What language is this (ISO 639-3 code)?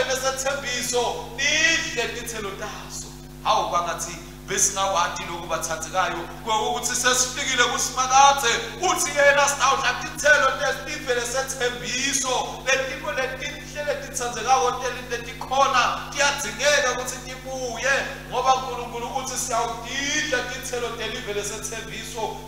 ssw